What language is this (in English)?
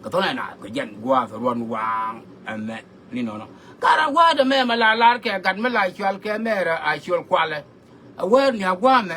Nuer